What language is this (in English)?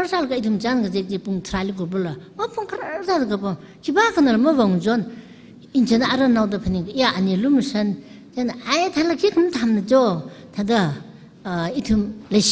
Tangkhul Naga (India)